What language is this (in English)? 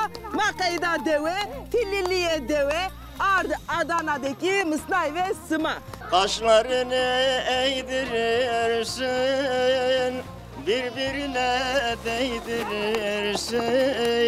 Zaza